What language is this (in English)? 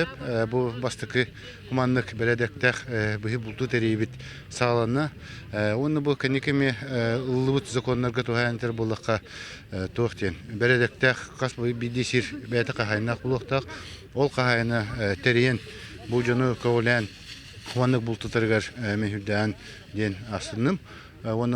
Yakut